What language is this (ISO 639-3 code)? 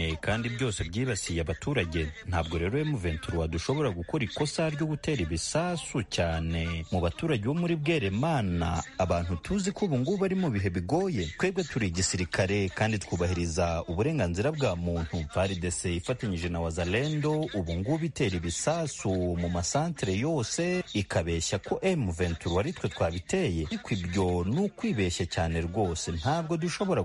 kin